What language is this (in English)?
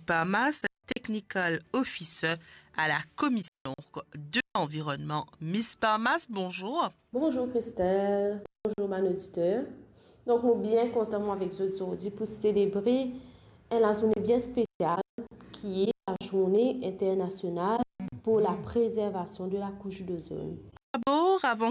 Morisyen